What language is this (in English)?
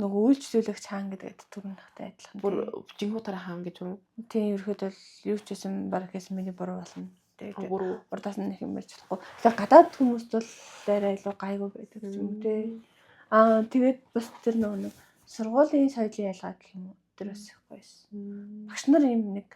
Mongolian